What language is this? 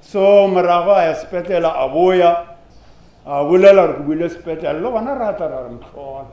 Northern Sotho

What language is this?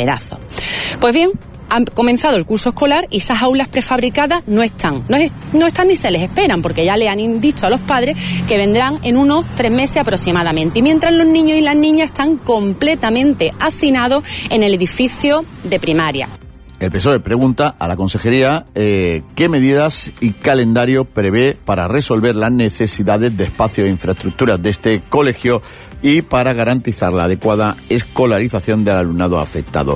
Spanish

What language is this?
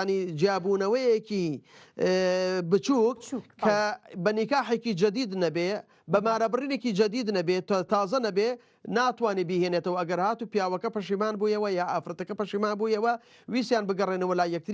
Central Kurdish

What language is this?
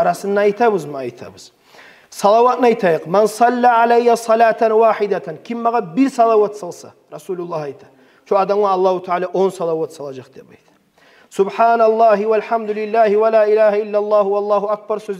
Kumyk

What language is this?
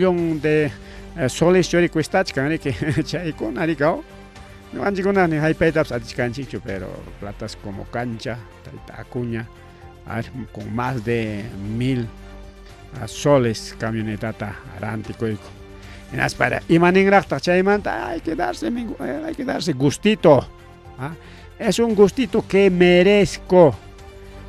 Ayacucho Quechua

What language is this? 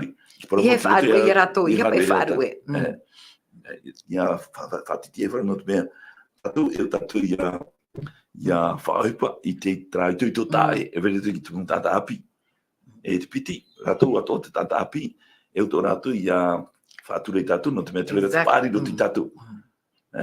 Tahitian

